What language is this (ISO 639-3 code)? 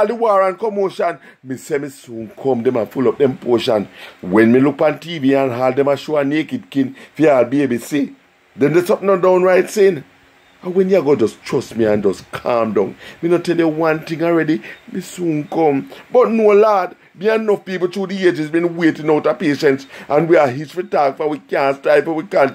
jam